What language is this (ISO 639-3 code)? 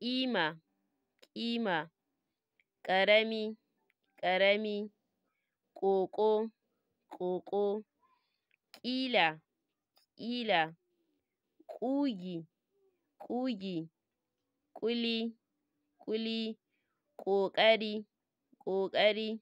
hau